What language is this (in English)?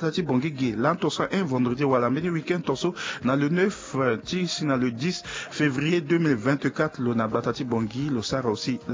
Sango